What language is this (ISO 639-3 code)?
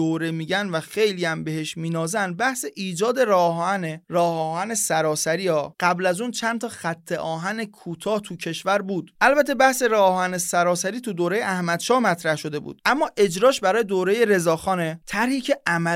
fas